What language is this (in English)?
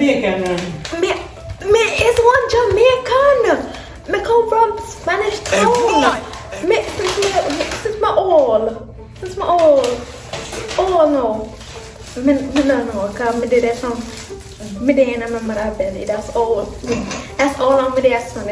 Jamaican Creole English